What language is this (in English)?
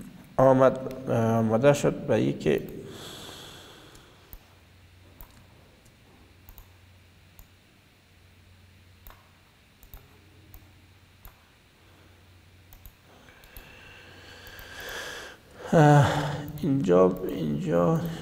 Persian